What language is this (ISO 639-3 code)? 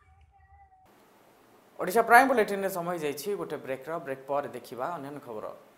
ori